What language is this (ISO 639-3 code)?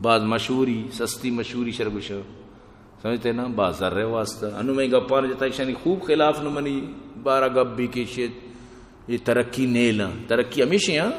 bgp